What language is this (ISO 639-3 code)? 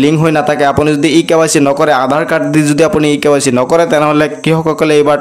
asm